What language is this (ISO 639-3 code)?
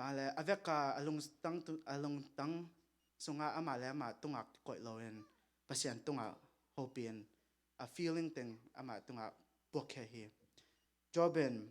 ctd